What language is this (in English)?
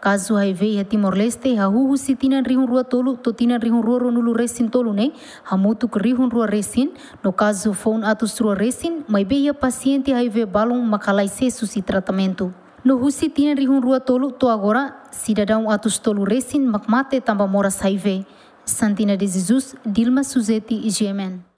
Tetum